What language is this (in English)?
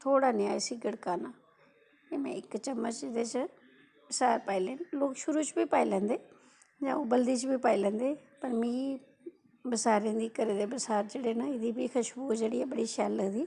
Dogri